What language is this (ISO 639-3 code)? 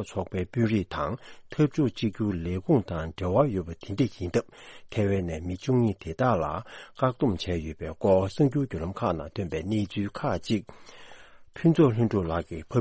bod